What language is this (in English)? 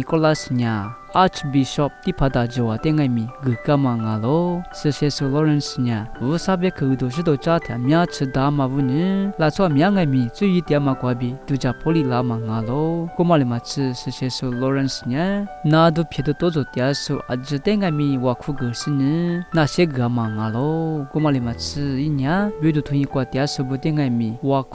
Lisu